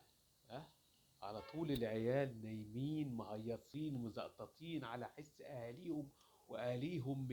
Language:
Egyptian Arabic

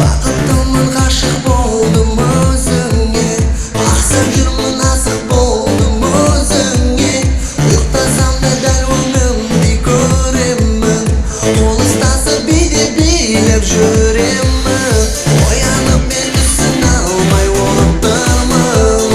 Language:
Kara-Kalpak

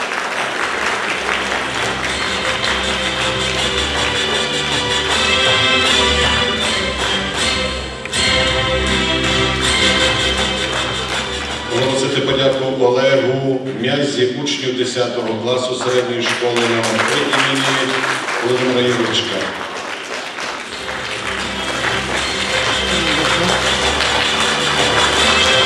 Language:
Ukrainian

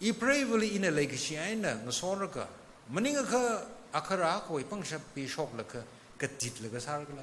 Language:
Tangkhul Naga (India)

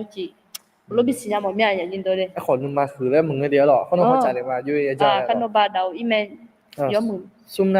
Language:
Akha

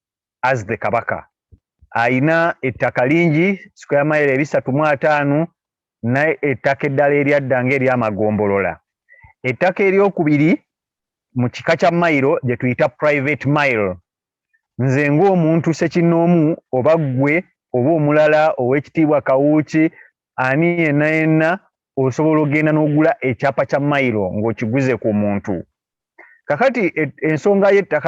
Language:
Ganda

